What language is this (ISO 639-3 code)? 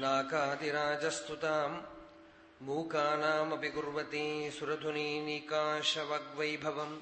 san